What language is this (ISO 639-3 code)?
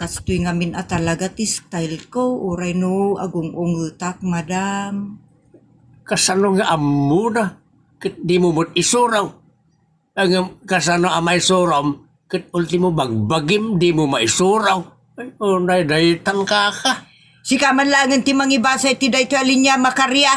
ilo